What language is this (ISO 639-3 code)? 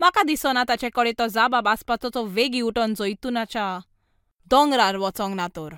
kok